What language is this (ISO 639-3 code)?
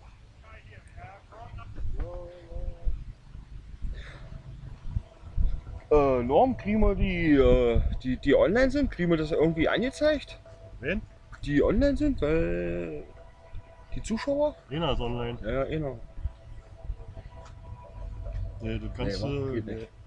deu